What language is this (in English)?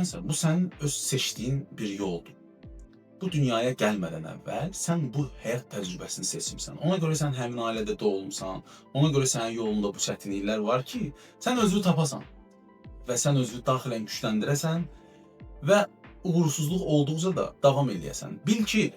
Azerbaijani